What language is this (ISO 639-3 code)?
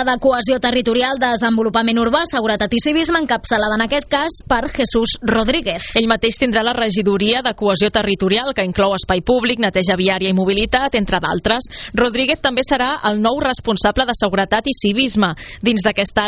cat